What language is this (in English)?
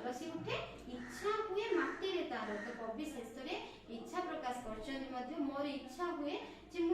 Odia